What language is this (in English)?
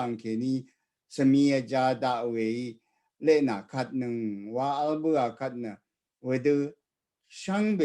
Rawang